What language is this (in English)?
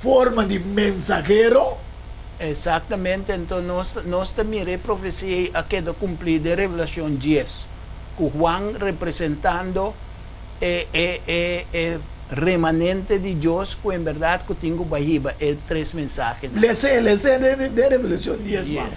Papiamento